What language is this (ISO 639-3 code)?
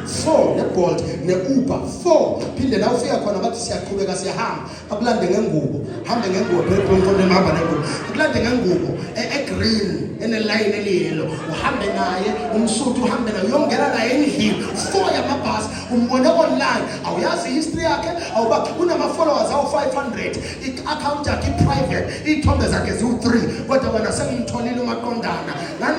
zul